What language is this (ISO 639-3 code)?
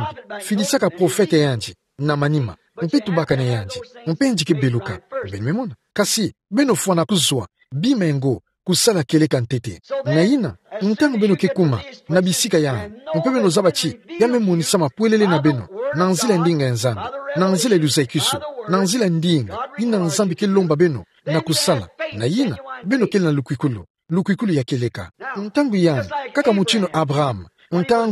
ktu